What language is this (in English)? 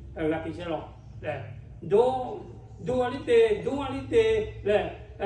Lahu